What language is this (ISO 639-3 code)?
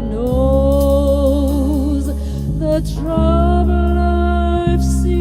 sot